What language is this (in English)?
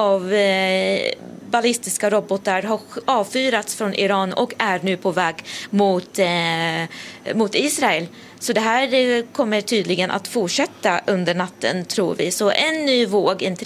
Swedish